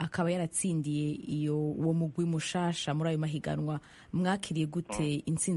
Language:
Rundi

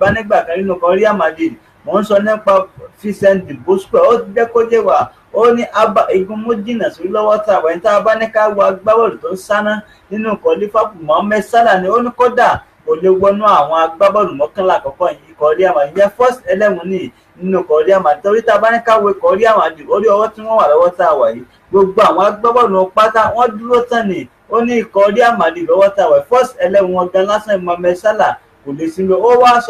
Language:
Yoruba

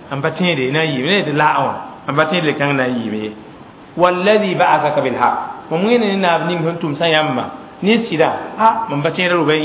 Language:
Mossi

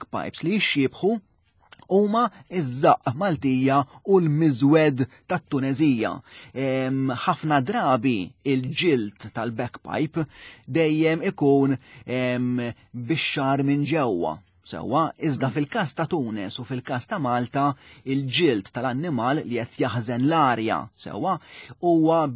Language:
Maltese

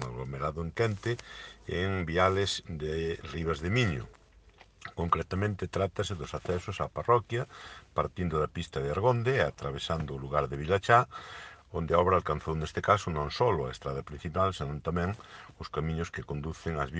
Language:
Galician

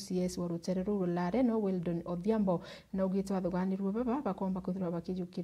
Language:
Meru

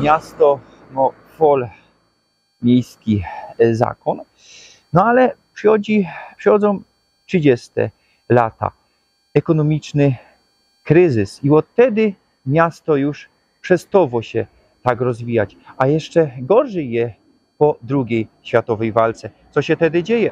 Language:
Silesian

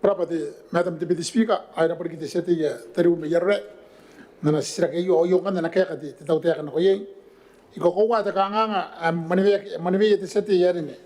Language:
Gilbertese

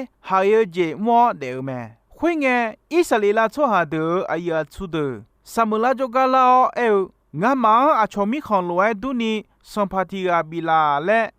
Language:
Akha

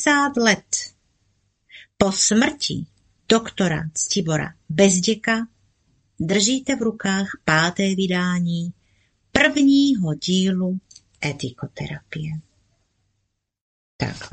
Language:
Czech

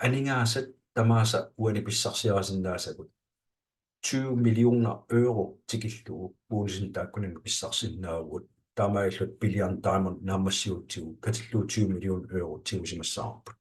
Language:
Kalaallisut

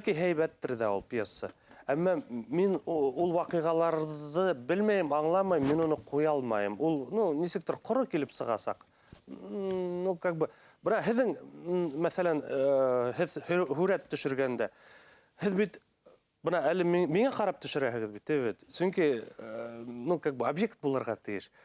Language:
Bashkir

